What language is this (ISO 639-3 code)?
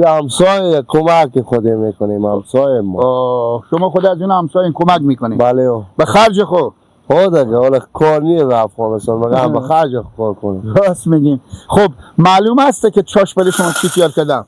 fas